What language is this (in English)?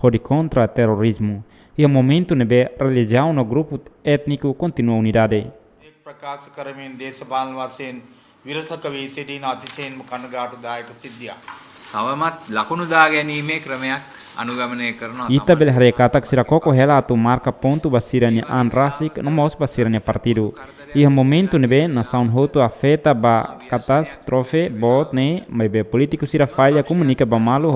Tetum